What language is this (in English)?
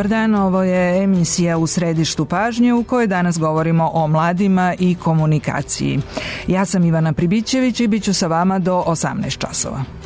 Serbian